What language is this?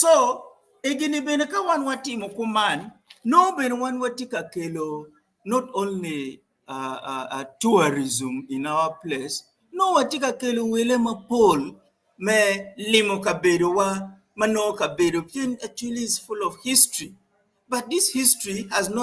Acoli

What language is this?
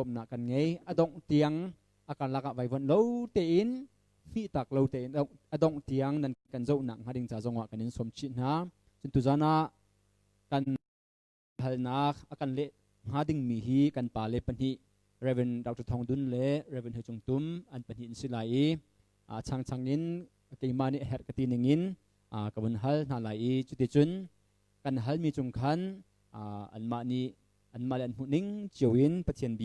Hakha Chin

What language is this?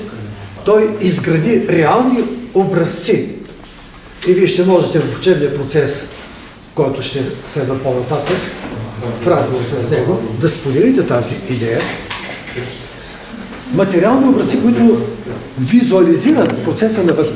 Bulgarian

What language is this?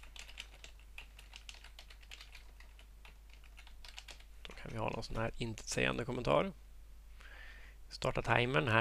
Swedish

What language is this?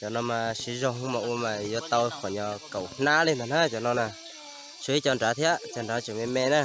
Hmong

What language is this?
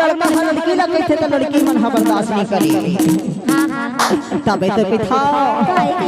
Chhattisgarhi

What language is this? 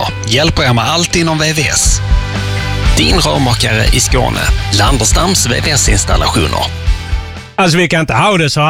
Swedish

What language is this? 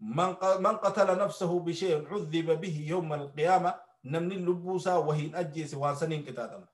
Oromo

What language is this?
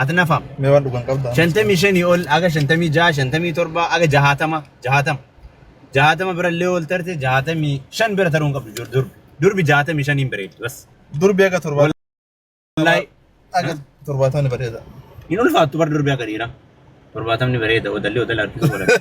Oromo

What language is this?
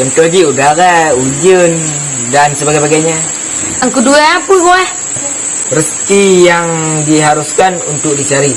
Achinese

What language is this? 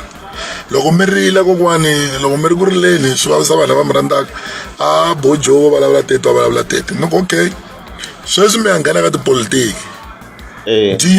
Tsonga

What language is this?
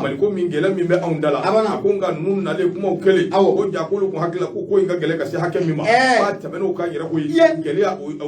Bambara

